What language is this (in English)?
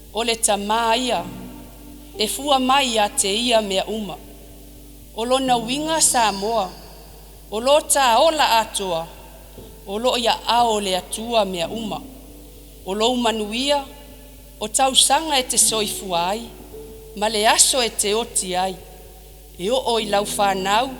Samoan